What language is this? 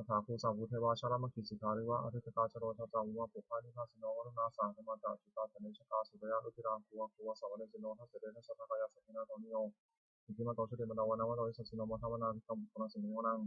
Pali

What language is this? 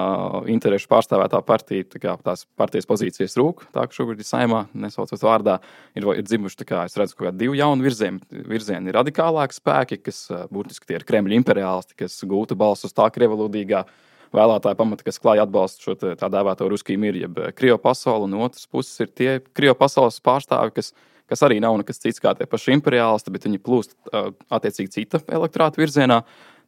Latvian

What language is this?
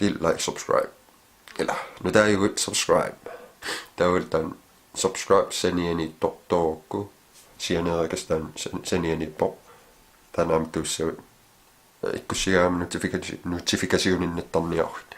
Kalaallisut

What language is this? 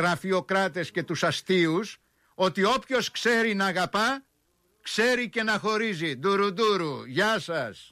Greek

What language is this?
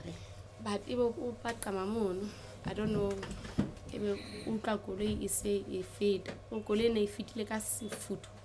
Southern Sotho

